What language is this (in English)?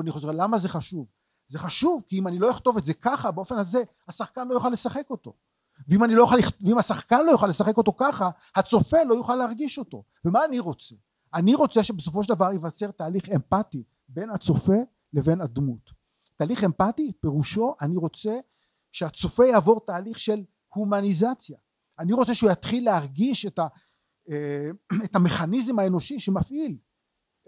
Hebrew